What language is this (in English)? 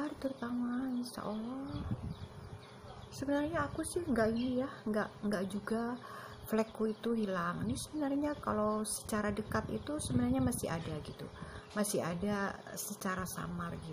Indonesian